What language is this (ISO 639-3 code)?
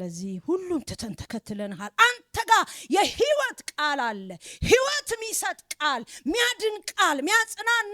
amh